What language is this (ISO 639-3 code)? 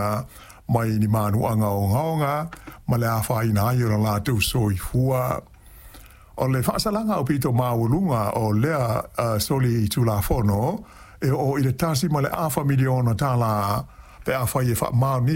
smo